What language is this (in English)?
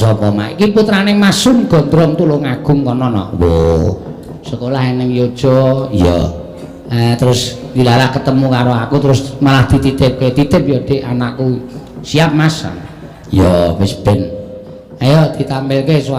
Javanese